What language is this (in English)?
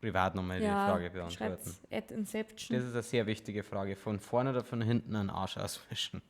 Bavarian